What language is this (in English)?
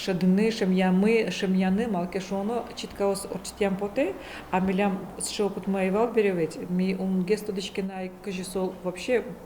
Udmurt